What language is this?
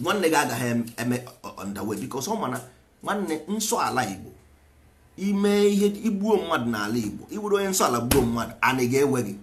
Igbo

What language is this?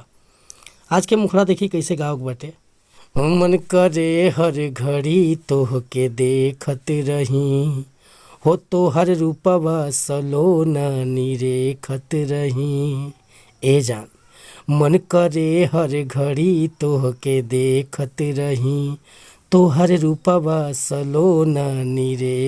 Bhojpuri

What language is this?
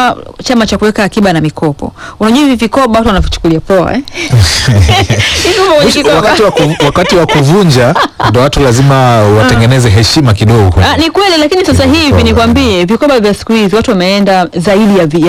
Swahili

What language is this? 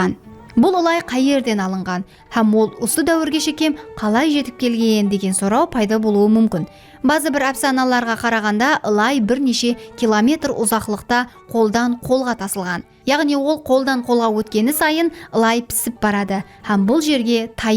Kara-Kalpak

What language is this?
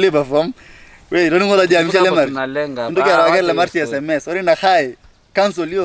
Masai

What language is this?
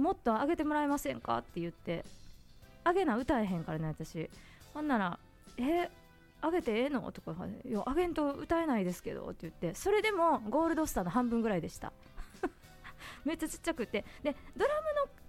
Japanese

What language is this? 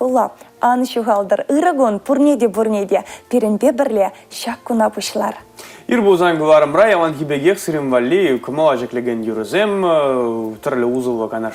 Chuvash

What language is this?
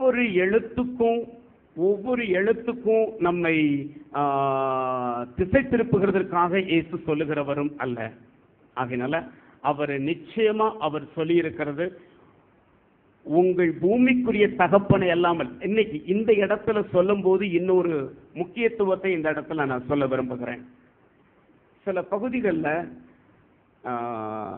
Tamil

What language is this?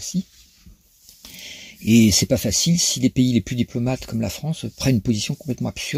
French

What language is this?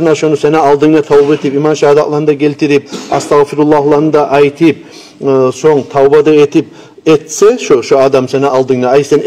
Kumyk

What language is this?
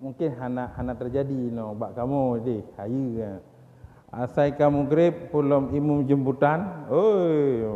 Achinese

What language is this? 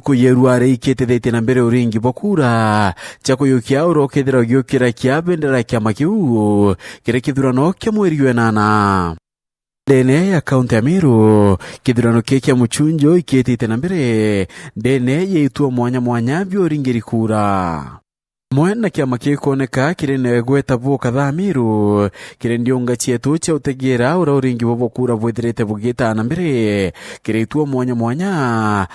Meru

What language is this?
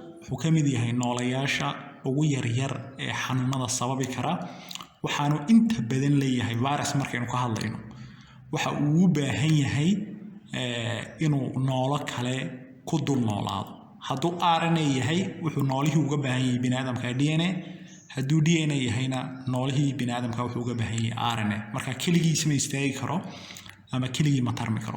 Somali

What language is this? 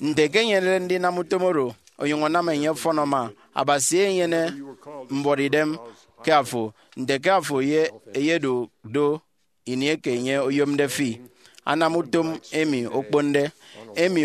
Efik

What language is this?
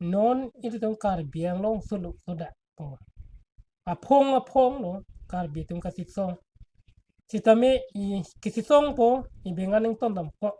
Karbi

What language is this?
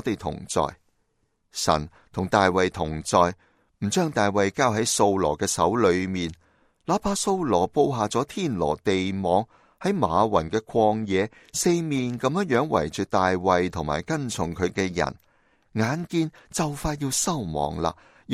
Cantonese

